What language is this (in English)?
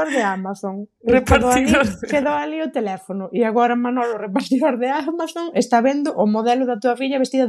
Galician